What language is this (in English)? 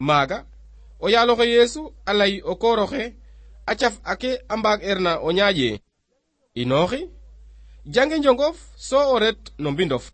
Serer